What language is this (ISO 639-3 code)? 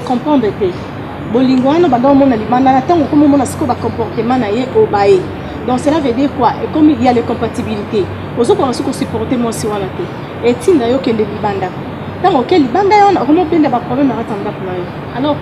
lin